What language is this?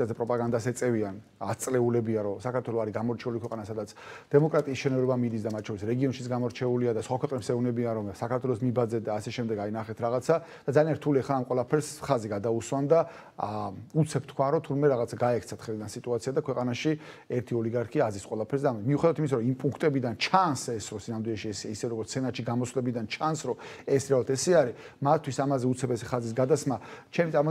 Georgian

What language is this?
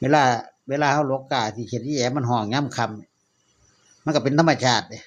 Northeastern Thai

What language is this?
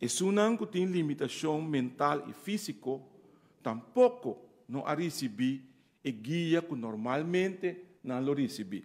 Papiamento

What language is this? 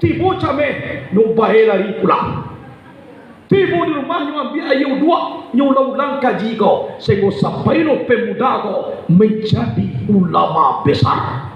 Minangkabau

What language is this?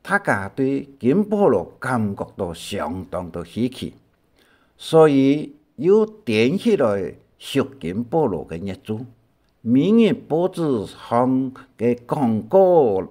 Hakka Chinese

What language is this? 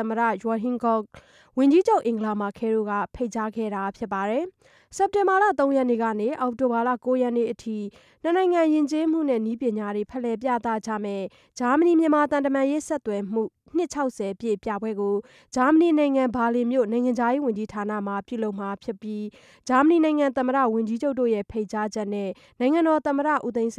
Burmese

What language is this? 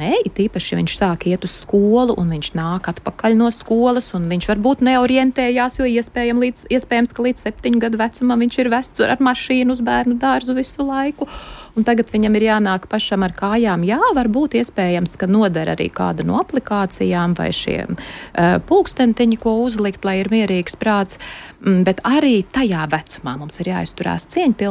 Latvian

